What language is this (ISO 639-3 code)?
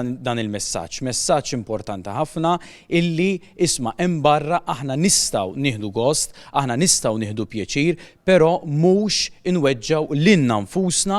mlt